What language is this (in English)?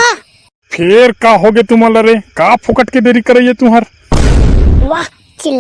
Chhattisgarhi